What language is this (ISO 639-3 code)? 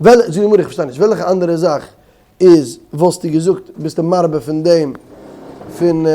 yid